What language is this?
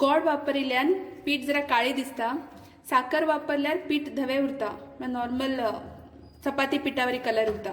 Konkani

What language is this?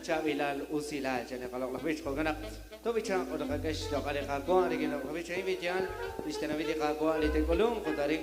Kekchí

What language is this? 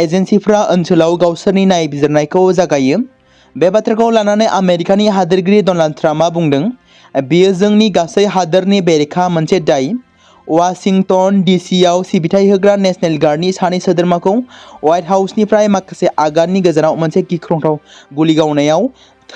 Bodo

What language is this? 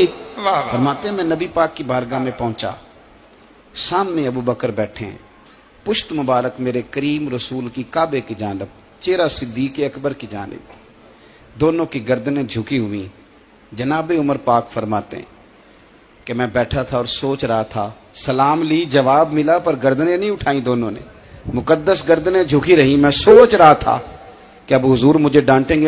Urdu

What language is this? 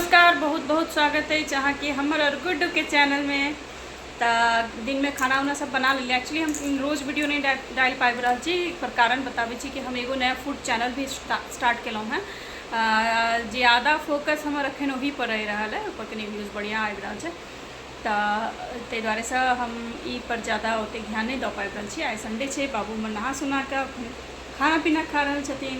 Maithili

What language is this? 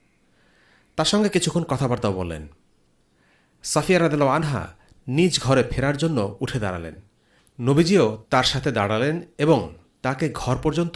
Bangla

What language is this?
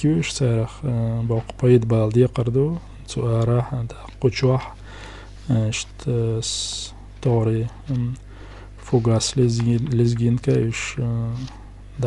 Chechen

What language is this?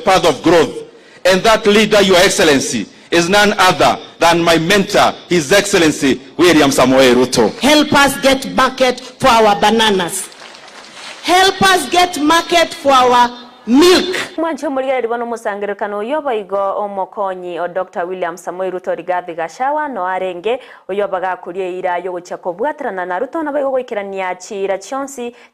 Gusii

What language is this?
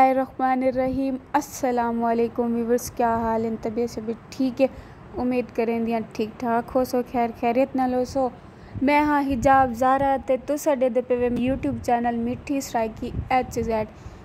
Saraiki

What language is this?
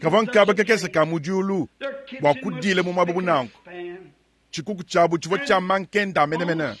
Luba-Lulua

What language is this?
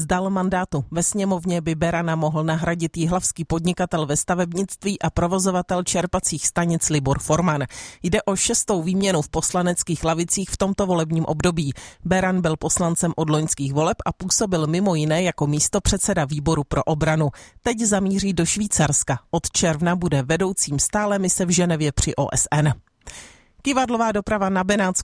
Czech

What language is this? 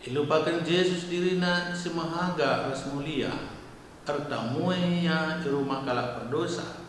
Batak Karo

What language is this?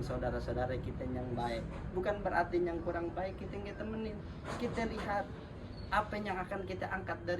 Betawi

